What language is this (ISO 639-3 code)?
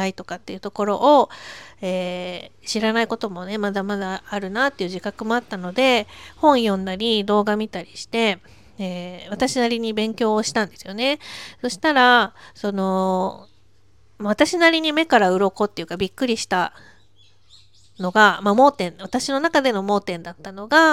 jpn